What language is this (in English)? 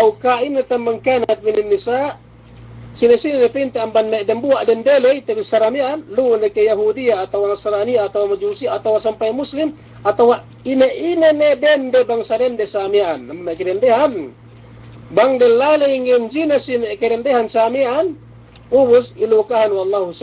Yakan